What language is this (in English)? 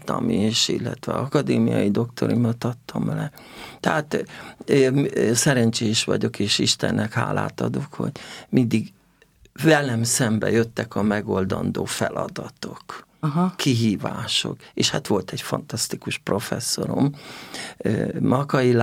Hungarian